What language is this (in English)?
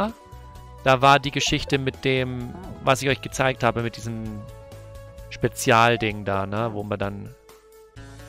German